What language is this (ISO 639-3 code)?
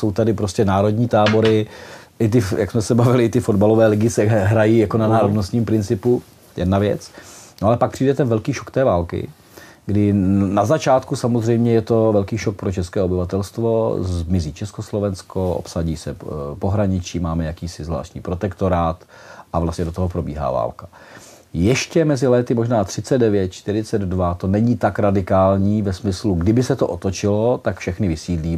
ces